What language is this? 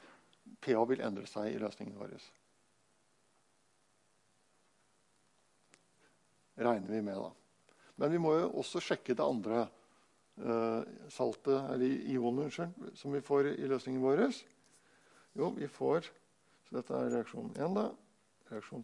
Norwegian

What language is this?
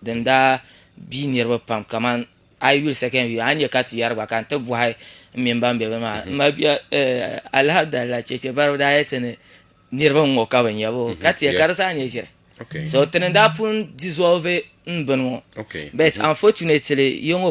Dagbani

